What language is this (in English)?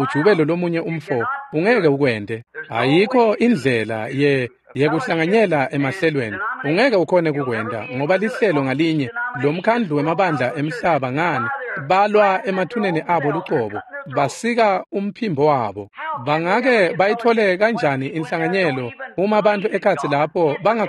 Swati